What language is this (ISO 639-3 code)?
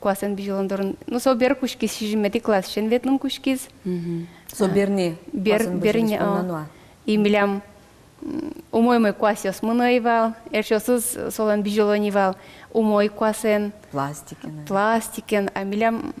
udm